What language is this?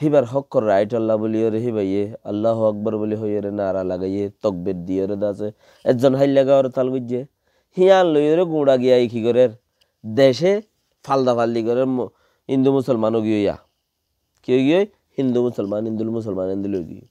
Rohingya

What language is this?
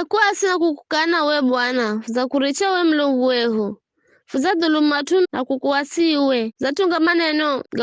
Giryama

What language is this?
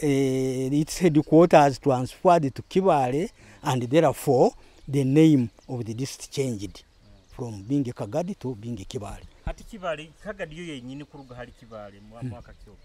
Nyoro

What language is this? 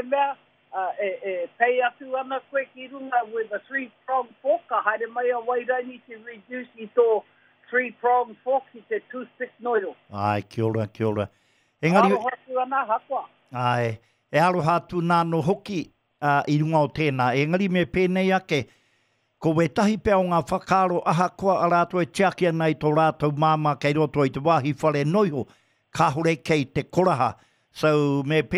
Māori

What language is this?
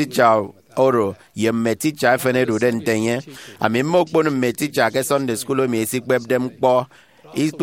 Efik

